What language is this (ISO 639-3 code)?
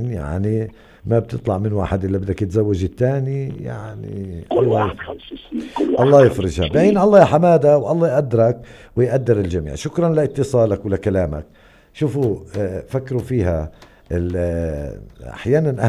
apc